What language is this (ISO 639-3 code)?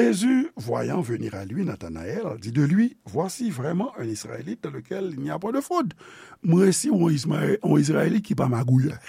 hat